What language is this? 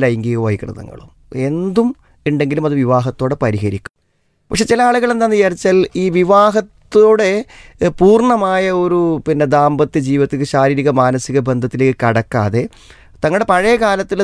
Malayalam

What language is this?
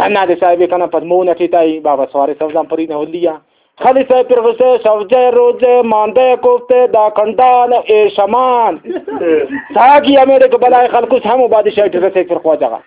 Brahui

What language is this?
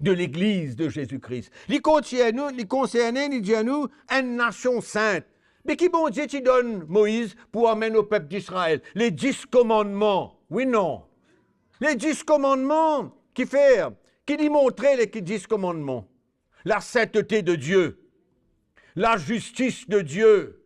Morisyen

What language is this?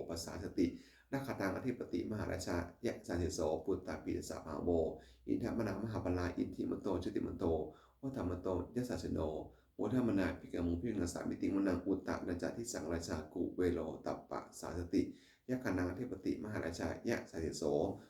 Pali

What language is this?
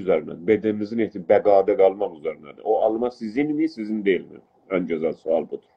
South Azerbaijani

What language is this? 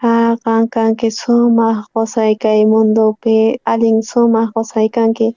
South Bolivian Quechua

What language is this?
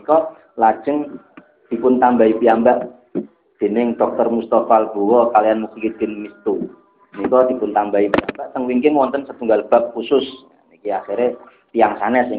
Javanese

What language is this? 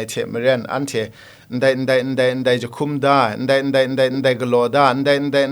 Kachin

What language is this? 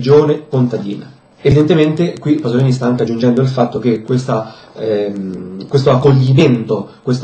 Italian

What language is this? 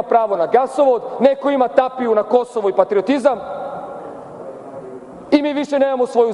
Serbian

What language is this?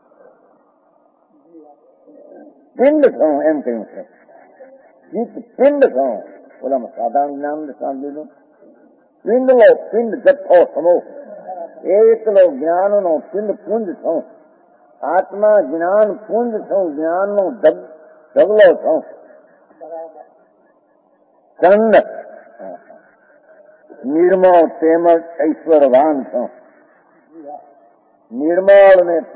Gujarati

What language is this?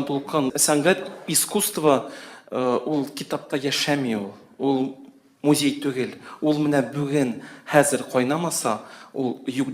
Tatar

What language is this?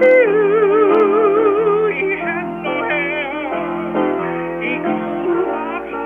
Hawaiian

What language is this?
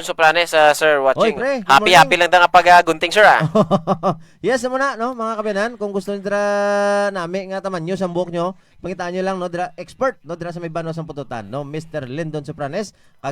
Hiligaynon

